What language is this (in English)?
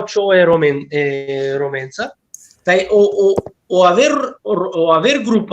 Balkan Romani